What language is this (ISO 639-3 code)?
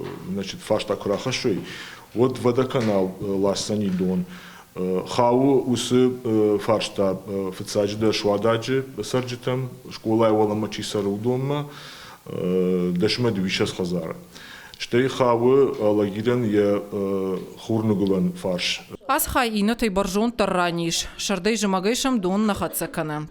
oss